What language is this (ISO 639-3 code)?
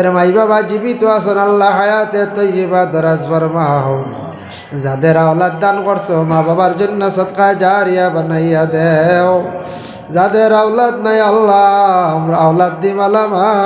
syl